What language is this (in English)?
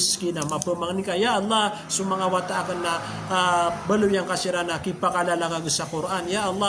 Maranao